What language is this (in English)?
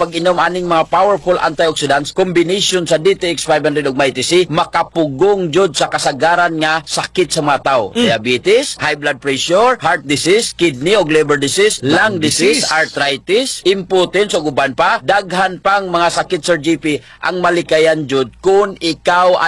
Cebuano